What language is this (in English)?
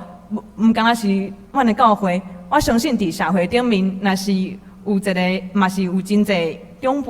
Min Nan Chinese